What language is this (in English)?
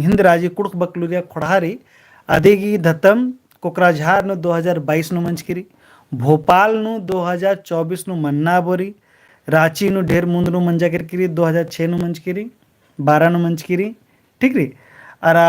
Kurukh